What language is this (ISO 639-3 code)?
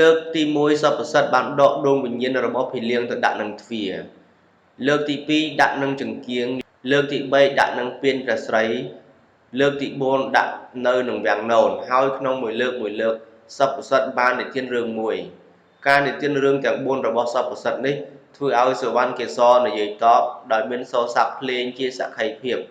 khm